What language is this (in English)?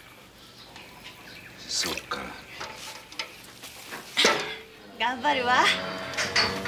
Japanese